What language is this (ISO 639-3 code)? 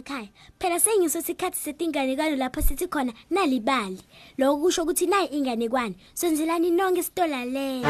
ssw